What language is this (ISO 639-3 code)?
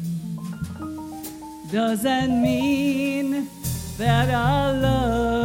eng